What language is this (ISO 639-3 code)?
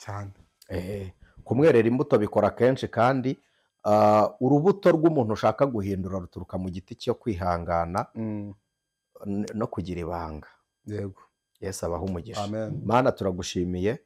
kin